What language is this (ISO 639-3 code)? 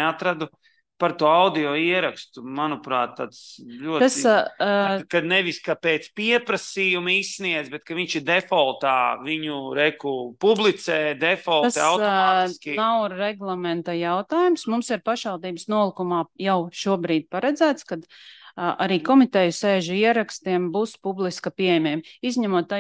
lav